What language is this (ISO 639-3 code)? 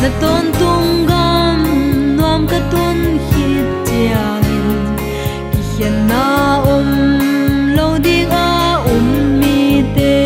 pck